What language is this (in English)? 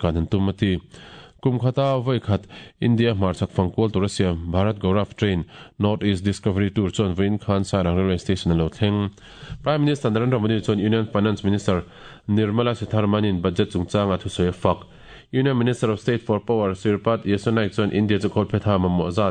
Mizo